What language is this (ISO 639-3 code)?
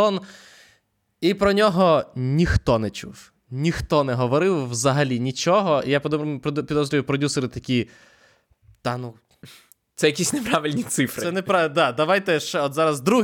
ukr